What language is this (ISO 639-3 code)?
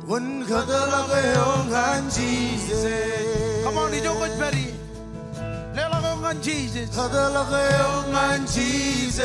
mah